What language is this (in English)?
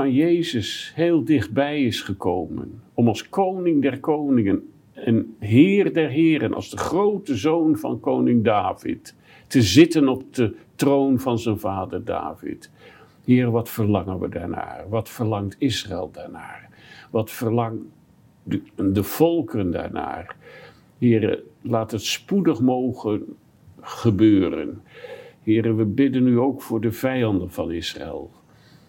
Dutch